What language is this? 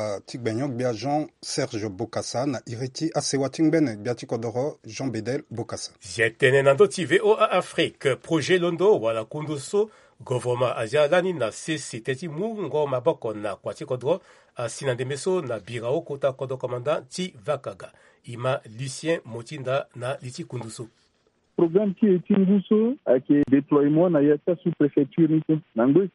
Sango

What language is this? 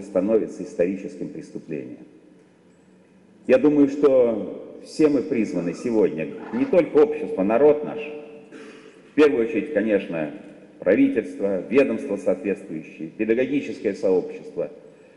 Russian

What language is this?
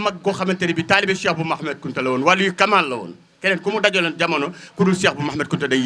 Wolof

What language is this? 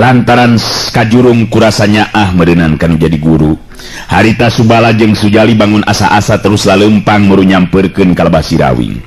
Sundanese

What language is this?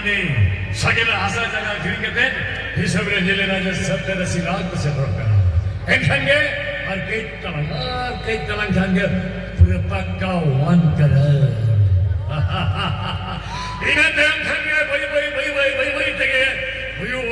Santali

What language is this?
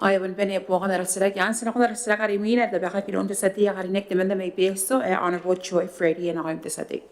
Gilbertese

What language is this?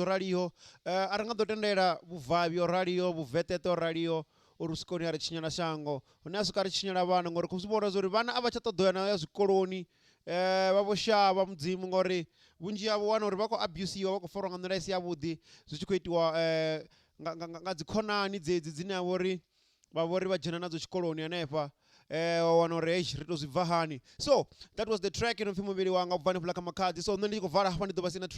Venda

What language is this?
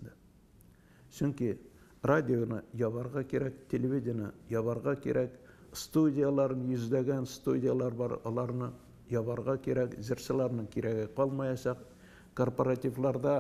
Tatar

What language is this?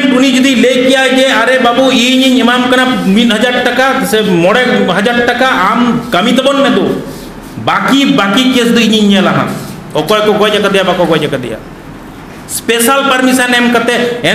Santali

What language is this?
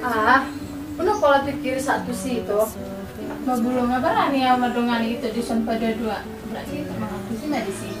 Batak Toba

